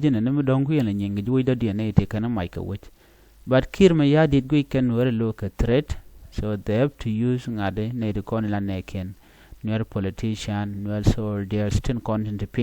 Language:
Nuer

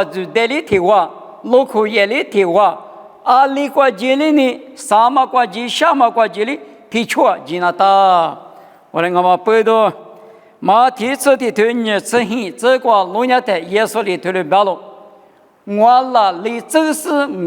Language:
Lisu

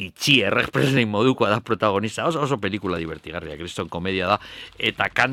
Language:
Basque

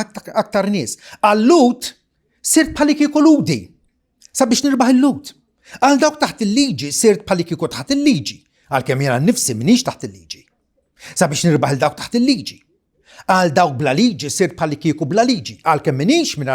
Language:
Maltese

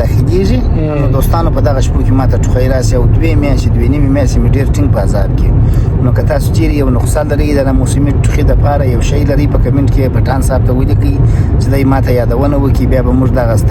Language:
Pashto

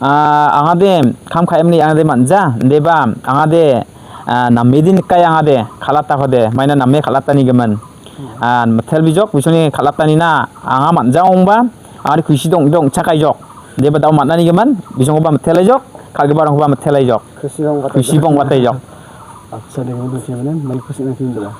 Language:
Garo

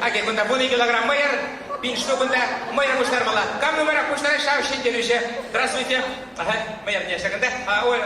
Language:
Chuvash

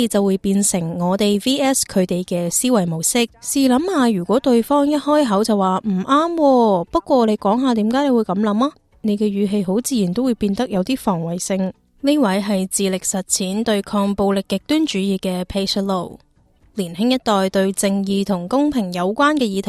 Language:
Cantonese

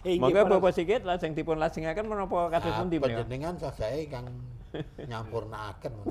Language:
Javanese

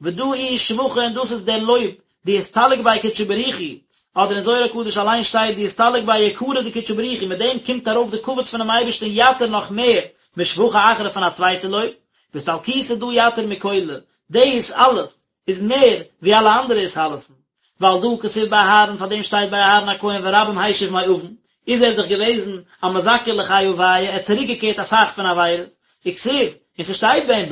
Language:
Yiddish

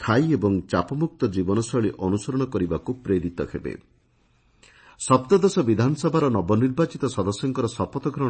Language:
Odia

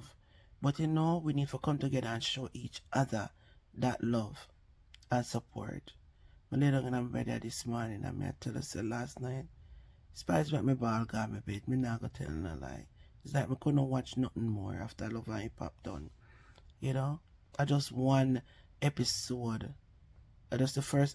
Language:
Jamaican Creole English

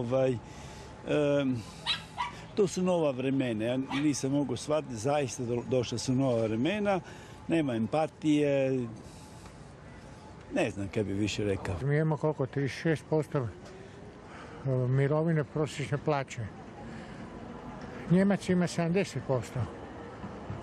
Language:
Croatian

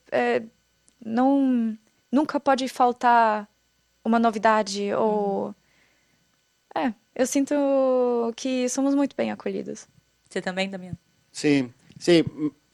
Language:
Portuguese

